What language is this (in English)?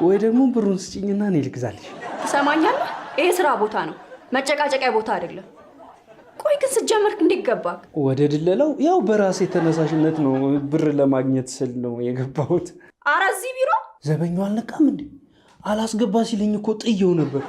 Amharic